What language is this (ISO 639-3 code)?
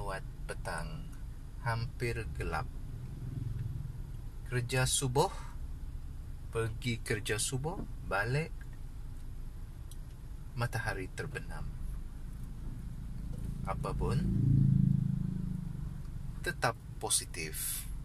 msa